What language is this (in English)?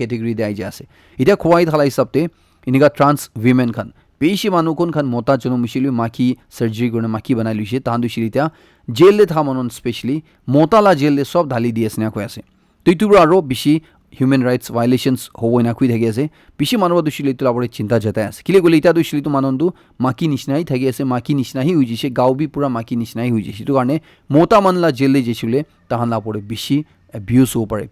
Naga Pidgin